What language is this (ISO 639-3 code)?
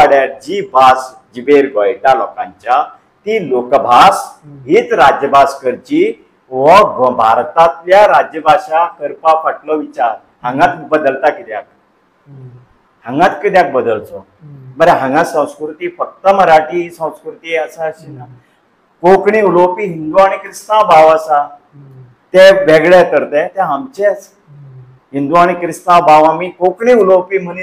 kok